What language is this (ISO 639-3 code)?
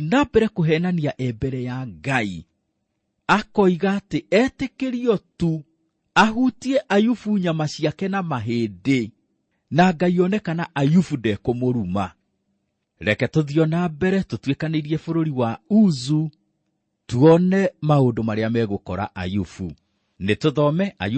kik